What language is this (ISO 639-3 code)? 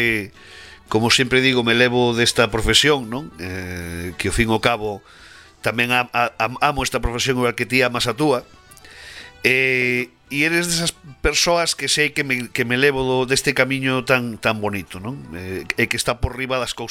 glg